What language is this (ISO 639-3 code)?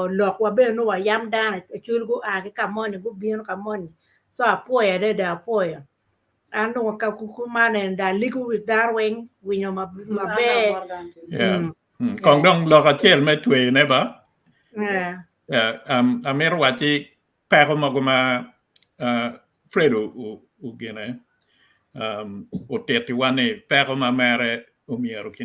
ach